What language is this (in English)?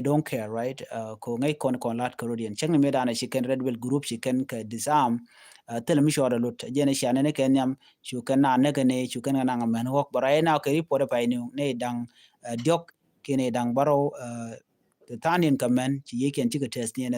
Nuer